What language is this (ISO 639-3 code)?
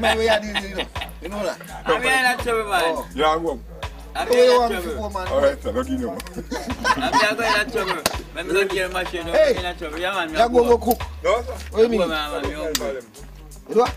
jam